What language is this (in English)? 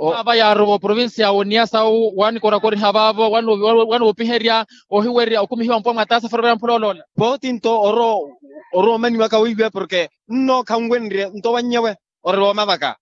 Makhuwa